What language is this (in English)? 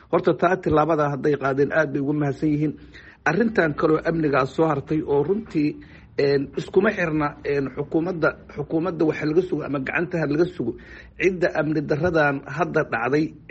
Somali